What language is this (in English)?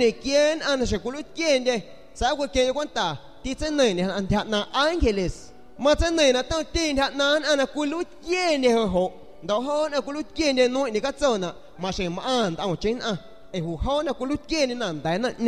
San Pedro Amuzgos Amuzgo